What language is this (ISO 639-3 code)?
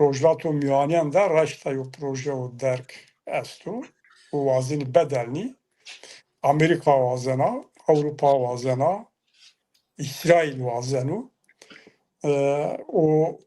zza